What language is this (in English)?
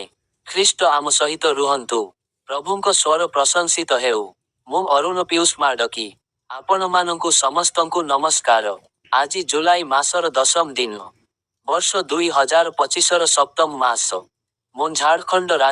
Odia